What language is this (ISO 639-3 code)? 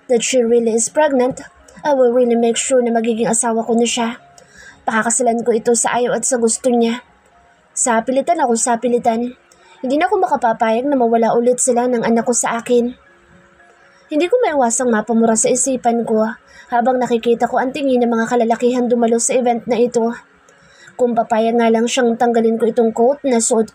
fil